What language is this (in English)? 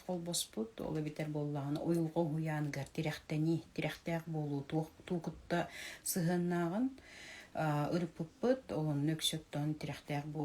Yakut